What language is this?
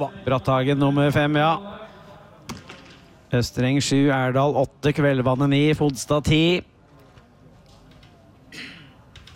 Norwegian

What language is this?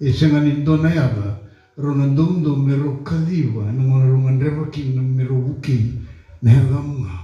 Fijian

